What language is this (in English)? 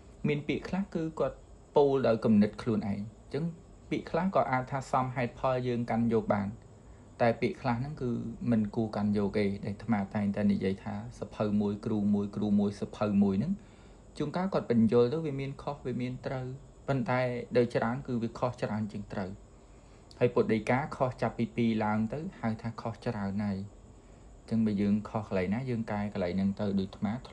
Khmer